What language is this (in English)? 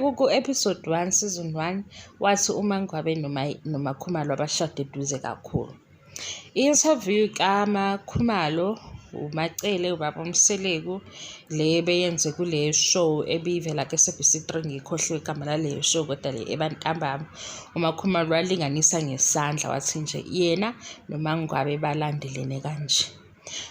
Zulu